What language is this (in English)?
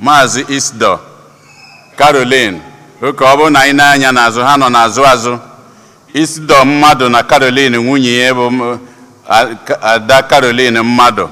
Igbo